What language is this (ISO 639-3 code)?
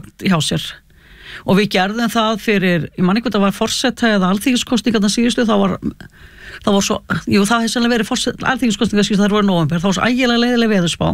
isl